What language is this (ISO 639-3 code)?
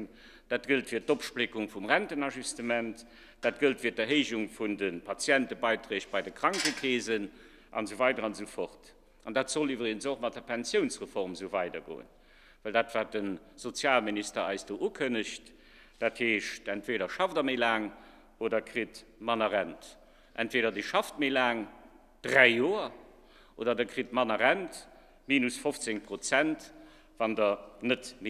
ltz